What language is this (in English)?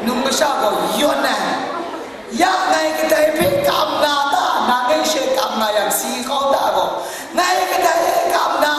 Kachin